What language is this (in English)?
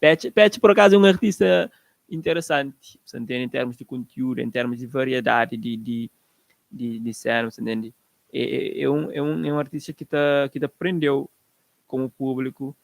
Kabuverdianu